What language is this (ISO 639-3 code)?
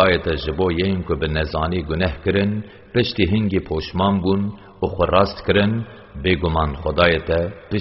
kur